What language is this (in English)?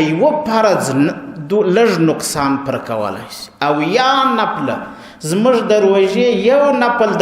Pashto